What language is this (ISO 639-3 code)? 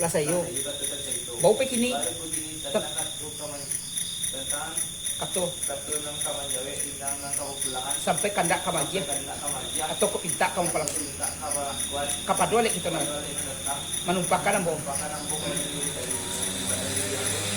min